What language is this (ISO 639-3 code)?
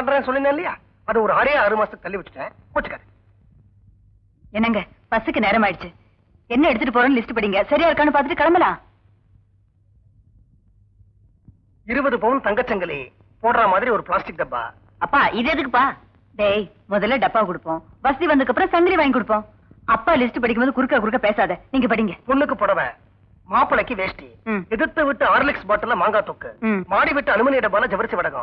tam